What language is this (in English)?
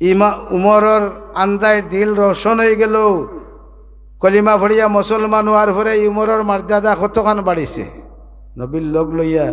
Sylheti